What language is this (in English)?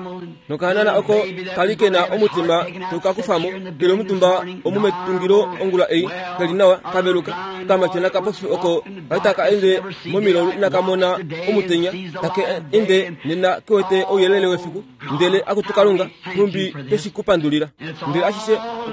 Kuanyama